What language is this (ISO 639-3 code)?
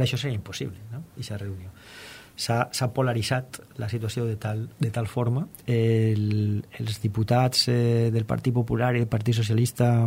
cat